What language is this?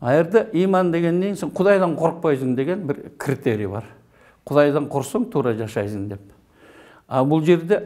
Kyrgyz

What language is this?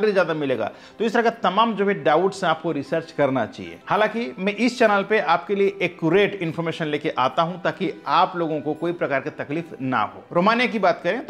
Hindi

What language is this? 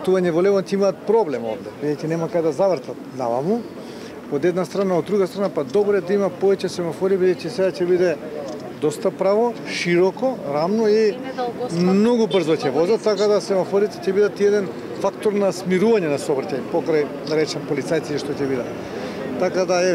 Macedonian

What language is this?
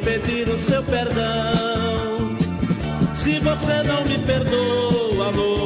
Portuguese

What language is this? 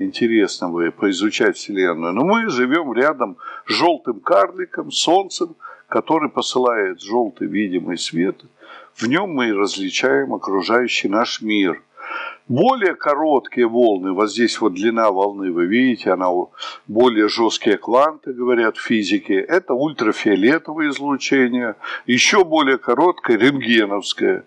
Russian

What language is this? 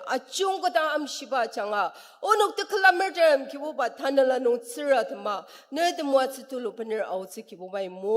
Ao Naga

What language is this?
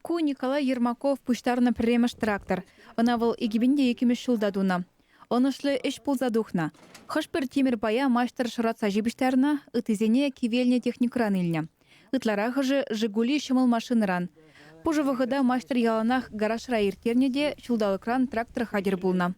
Chuvash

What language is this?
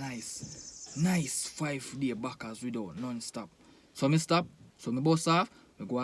Jamaican Creole English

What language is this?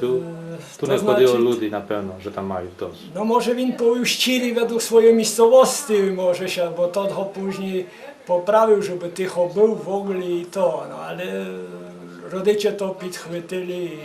Rusyn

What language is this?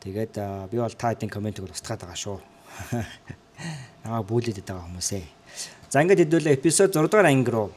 Mongolian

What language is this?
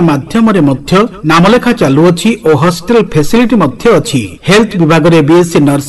Odia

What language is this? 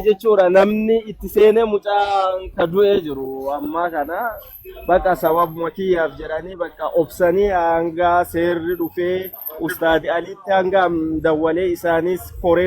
Oromo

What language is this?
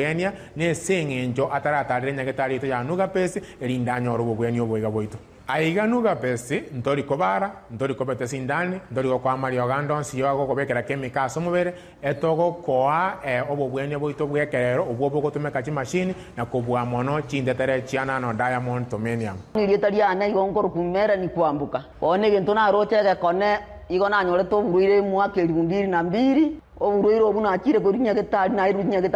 Gusii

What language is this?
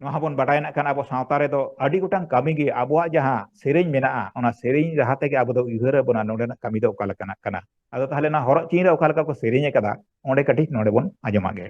Santali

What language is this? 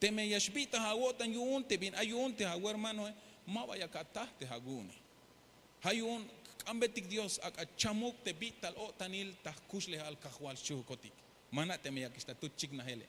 Tzeltal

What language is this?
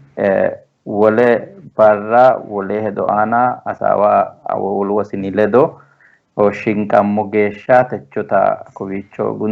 Sidamo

